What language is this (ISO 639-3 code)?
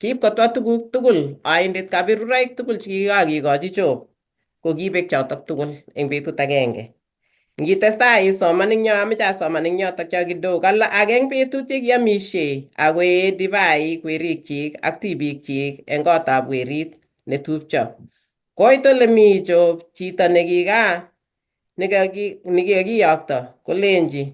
kln